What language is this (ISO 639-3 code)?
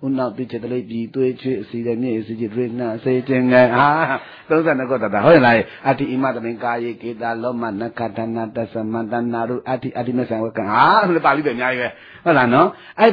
mya